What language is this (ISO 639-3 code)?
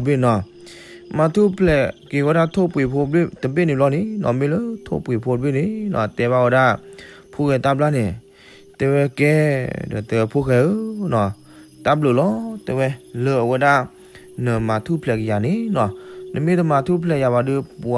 ksw